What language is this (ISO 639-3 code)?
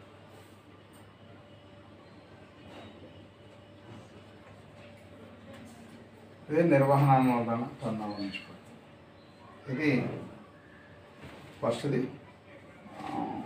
tel